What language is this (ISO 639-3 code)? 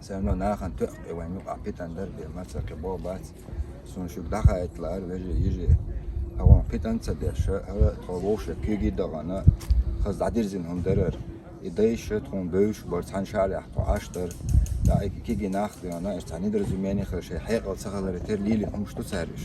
che